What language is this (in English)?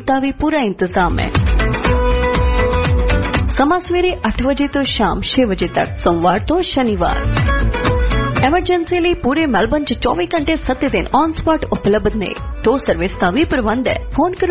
Punjabi